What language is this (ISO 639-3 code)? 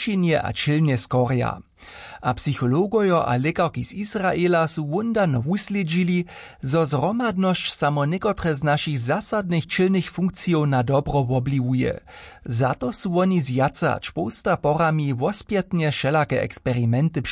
hsb